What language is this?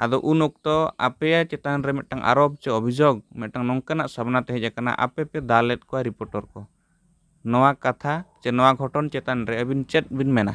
Santali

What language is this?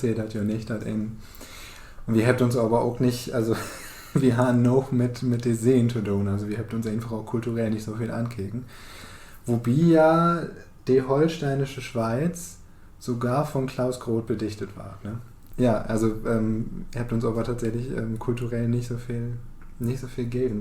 Low German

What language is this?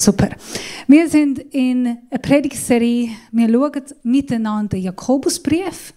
Swiss German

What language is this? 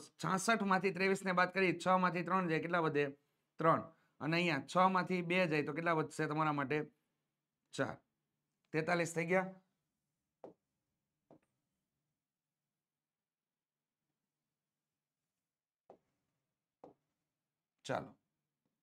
Gujarati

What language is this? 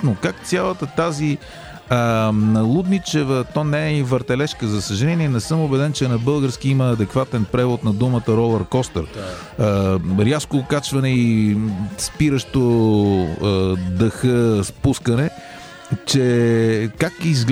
Bulgarian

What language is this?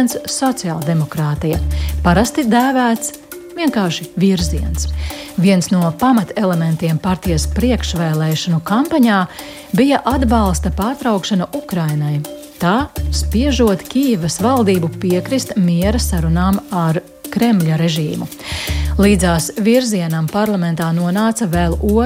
Latvian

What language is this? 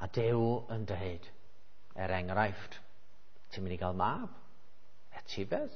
Welsh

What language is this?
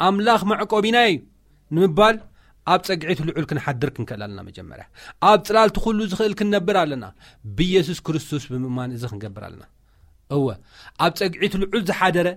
Tigrinya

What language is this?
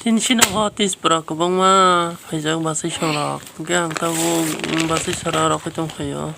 Kok Borok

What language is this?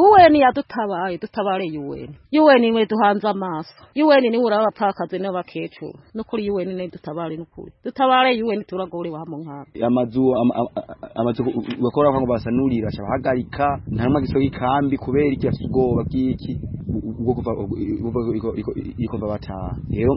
Kinyarwanda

